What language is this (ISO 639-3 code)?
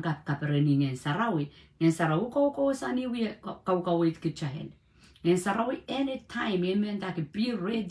pon